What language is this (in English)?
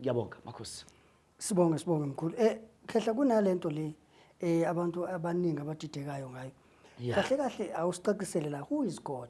Zulu